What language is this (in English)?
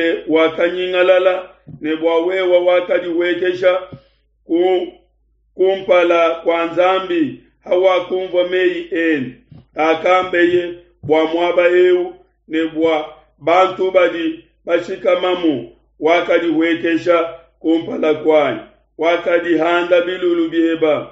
Luba-Lulua